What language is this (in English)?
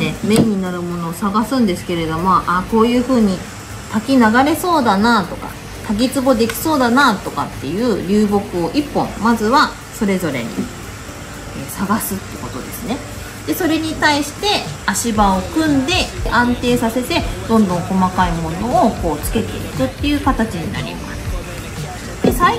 Japanese